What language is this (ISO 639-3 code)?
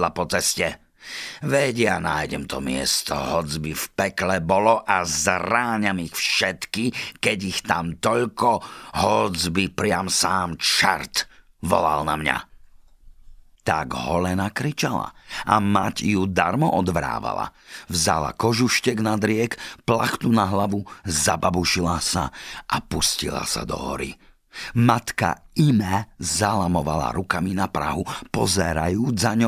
slk